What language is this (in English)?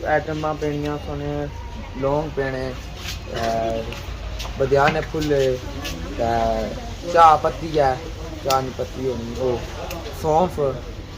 Pahari-Potwari